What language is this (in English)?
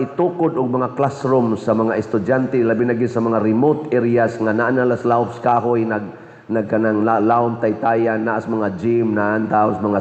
Cebuano